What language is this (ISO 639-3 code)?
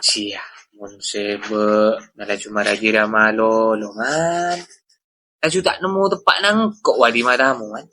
mad